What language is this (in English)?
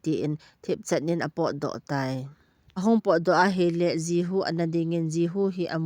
Thado Chin